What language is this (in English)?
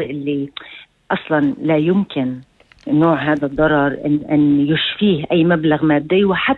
North Levantine Arabic